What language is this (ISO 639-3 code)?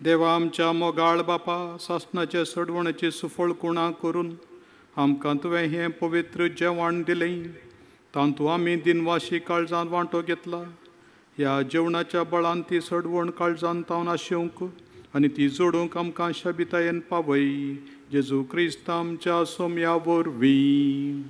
kok